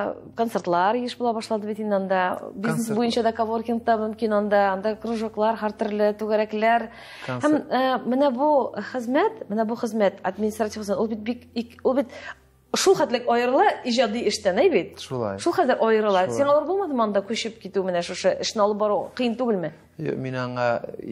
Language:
Tatar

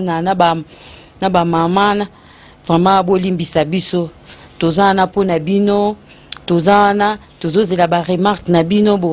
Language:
Lingala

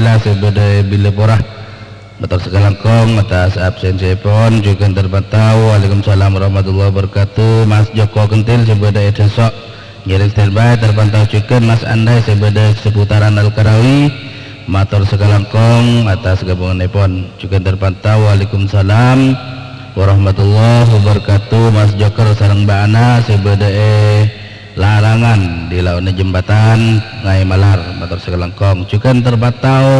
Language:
Madurese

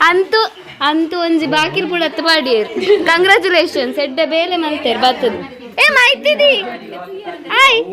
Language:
Tulu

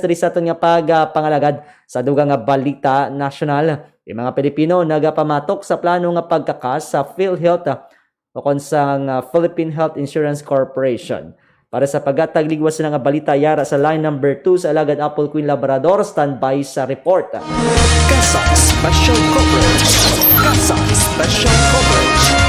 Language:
Hiligaynon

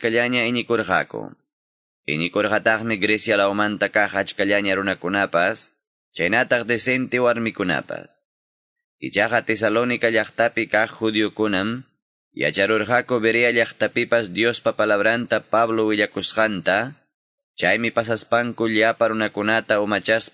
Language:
Quechua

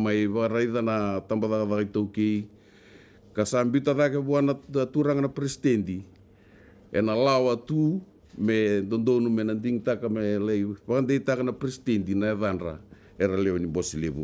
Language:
Fijian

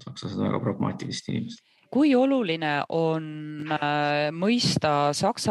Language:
Estonian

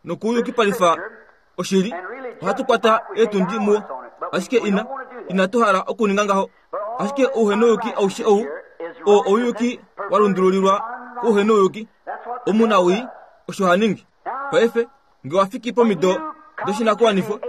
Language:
Kuanyama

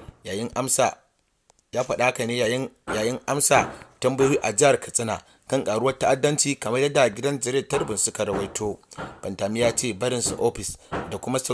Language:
Hausa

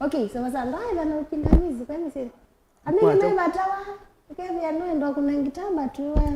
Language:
Kamba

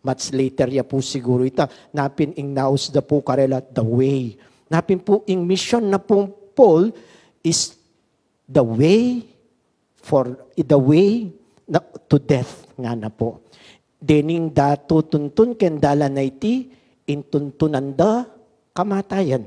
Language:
Pampanga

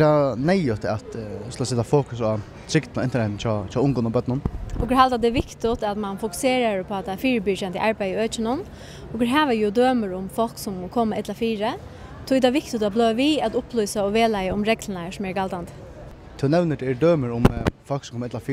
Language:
Faroese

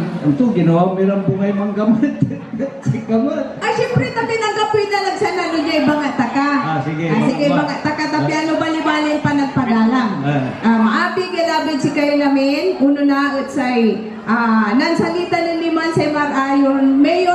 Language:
Pangasinan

